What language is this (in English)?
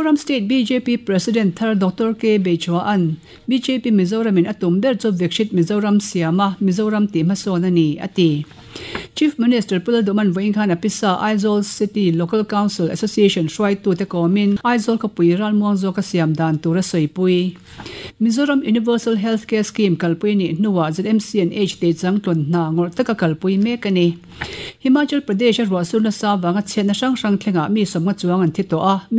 Mizo